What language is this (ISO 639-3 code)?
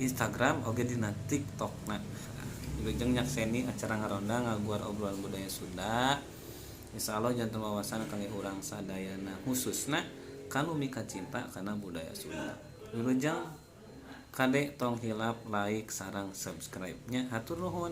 sun